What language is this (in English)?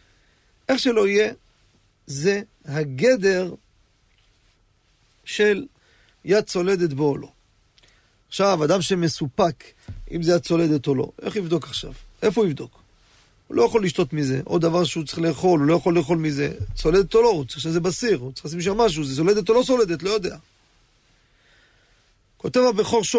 Hebrew